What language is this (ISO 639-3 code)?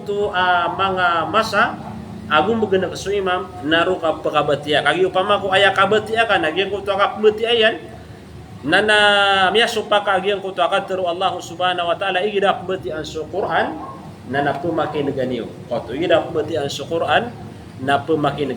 mrw